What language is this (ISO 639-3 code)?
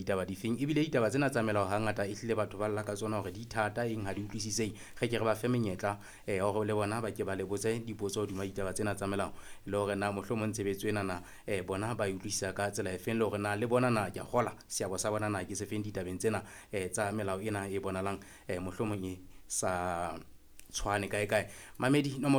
sot